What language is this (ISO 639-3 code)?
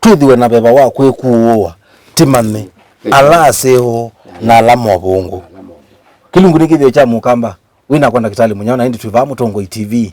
kam